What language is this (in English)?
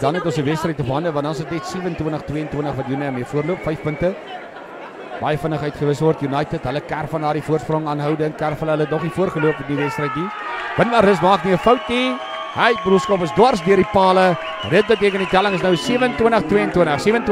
Afrikaans